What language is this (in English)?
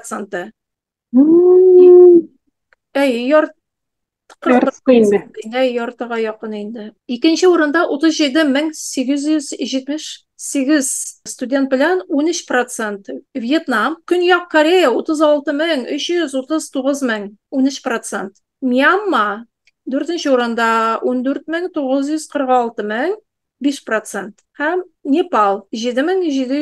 Tatar